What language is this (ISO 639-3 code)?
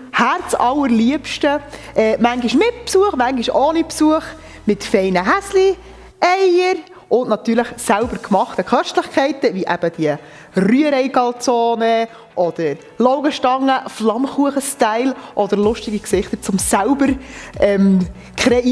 gsw